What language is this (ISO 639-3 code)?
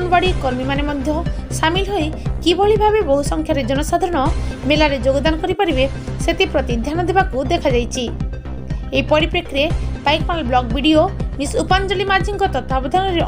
ori